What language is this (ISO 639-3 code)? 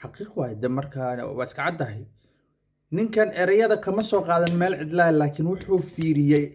som